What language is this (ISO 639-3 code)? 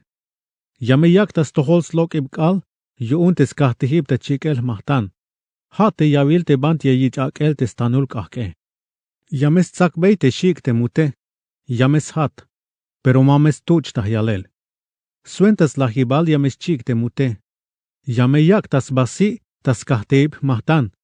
tzh